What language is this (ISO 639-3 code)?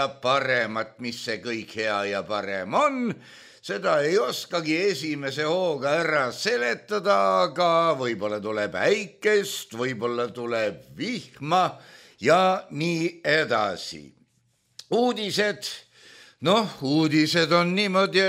est